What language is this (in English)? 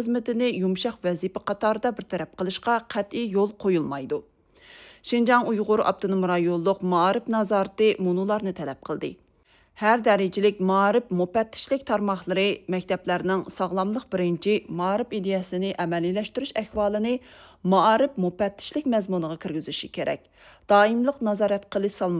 Uyghur